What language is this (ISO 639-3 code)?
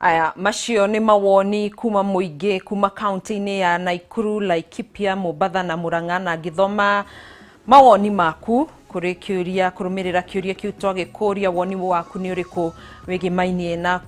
kik